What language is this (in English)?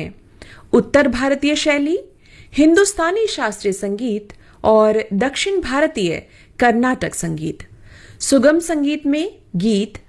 Hindi